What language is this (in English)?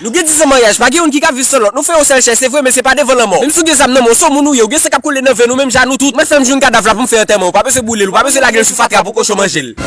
Haitian Creole